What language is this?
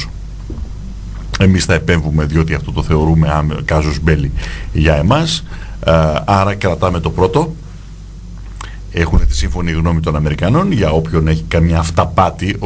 Greek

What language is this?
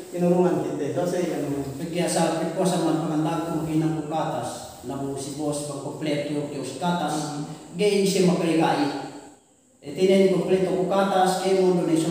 Yakan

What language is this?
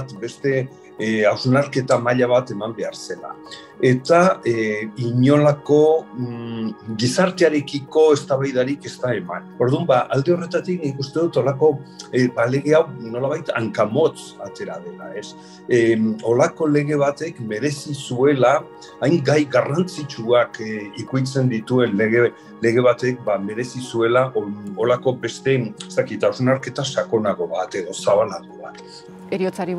Basque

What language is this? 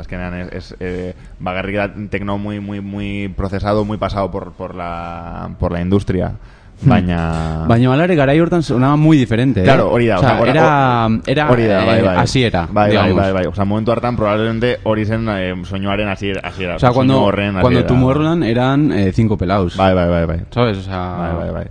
Basque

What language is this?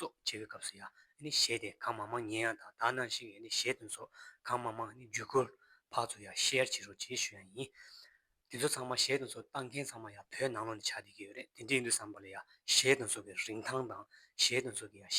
Tibetan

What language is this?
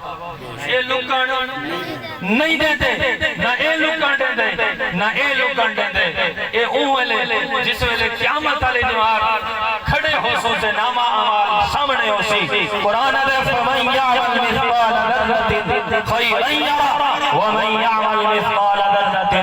Saraiki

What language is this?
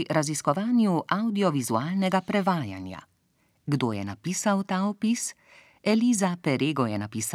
Slovenian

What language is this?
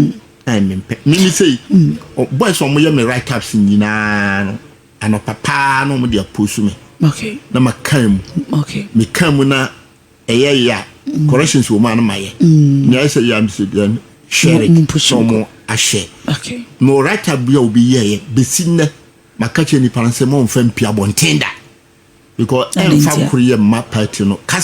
Akan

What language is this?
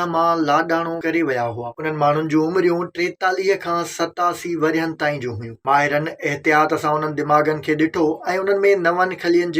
Sindhi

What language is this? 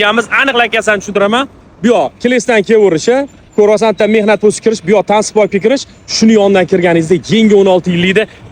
Uzbek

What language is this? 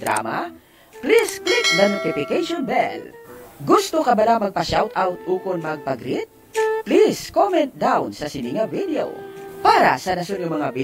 Hiligaynon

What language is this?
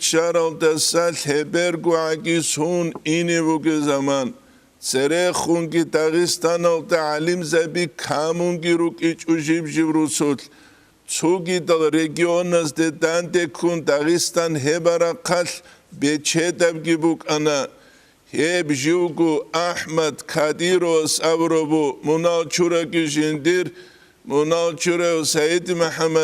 Avaric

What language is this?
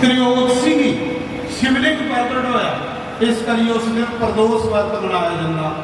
Dogri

